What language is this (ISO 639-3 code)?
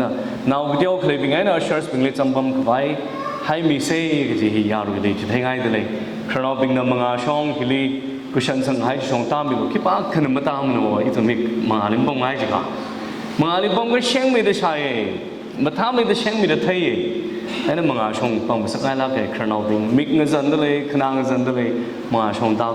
nmf